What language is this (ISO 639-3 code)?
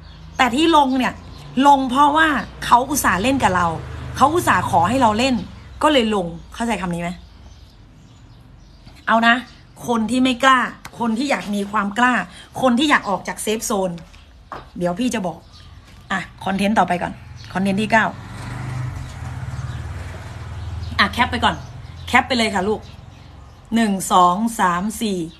tha